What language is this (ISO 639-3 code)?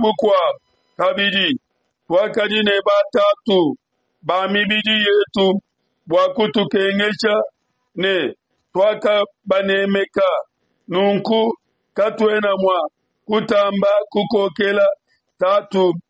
lua